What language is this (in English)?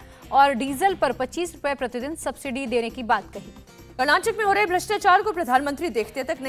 Hindi